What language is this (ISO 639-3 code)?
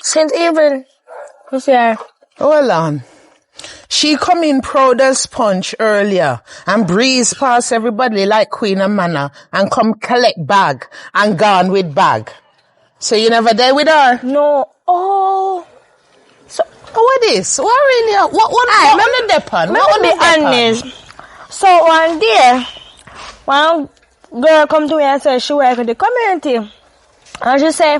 jam